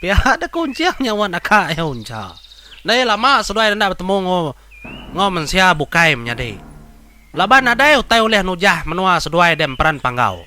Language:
Iban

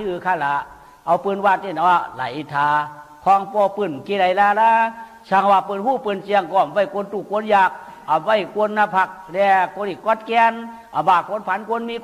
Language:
Shan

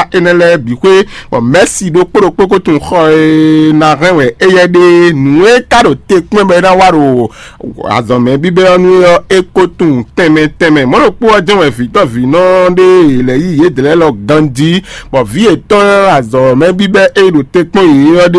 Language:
Fon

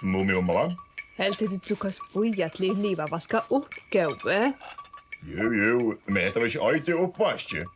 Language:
Faroese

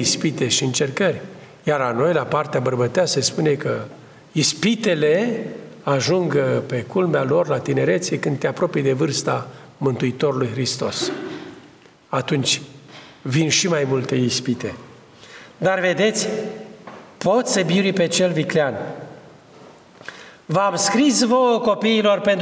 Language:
Romanian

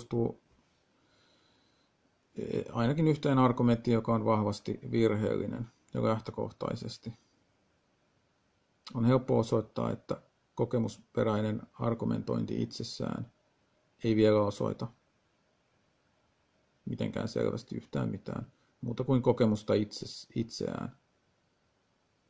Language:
Finnish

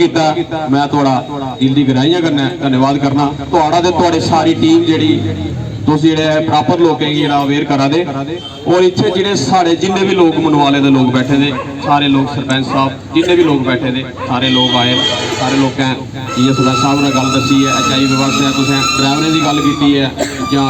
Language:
Dogri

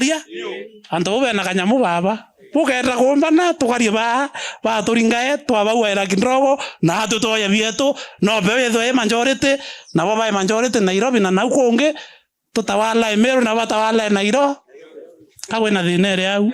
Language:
Meru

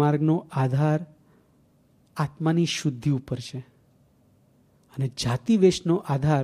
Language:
Gujarati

